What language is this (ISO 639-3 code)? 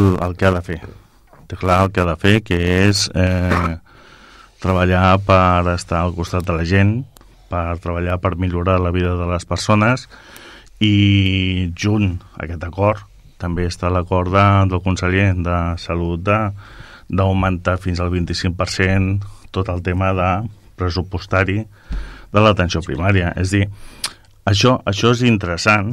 cat